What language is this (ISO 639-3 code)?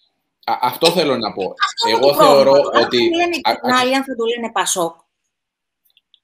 ell